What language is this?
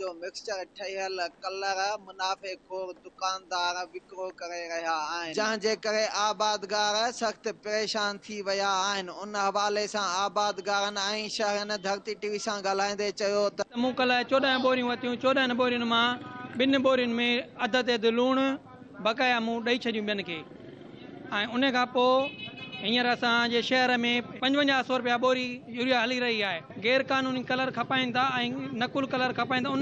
Sindhi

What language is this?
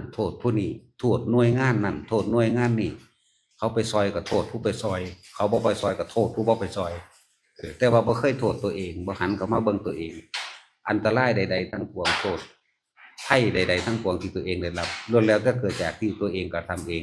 Northeastern Thai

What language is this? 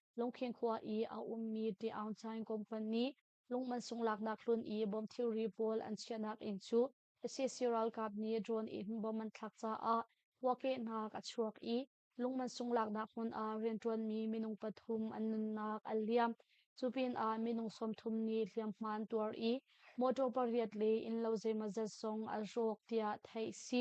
Hakha Chin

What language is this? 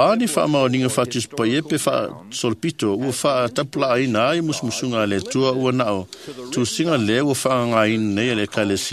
Samoan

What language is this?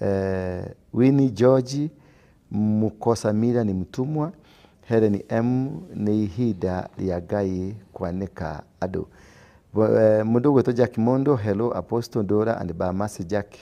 Kikuyu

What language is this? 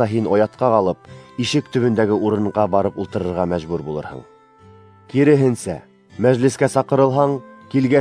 Bashkir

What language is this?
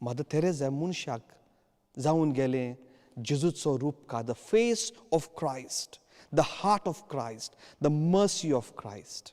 Konkani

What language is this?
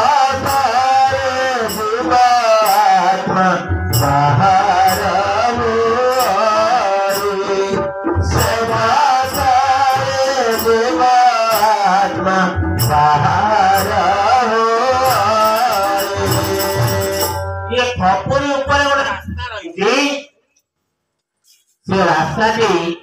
Odia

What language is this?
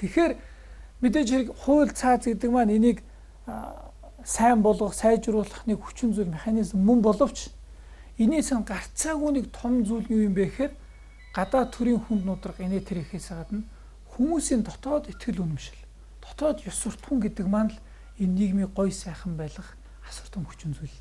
Mongolian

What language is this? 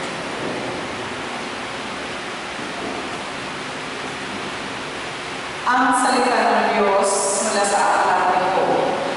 Filipino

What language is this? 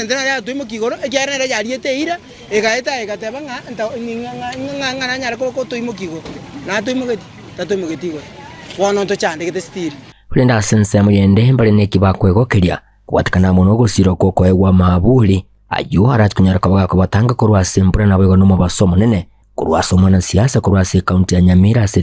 Gusii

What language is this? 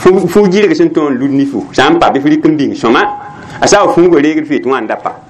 Mossi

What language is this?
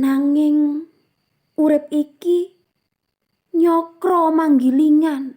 Javanese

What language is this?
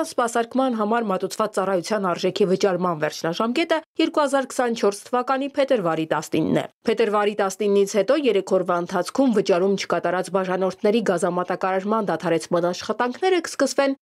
Armenian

